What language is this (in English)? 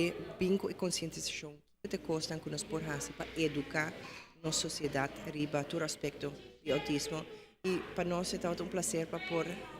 Papiamento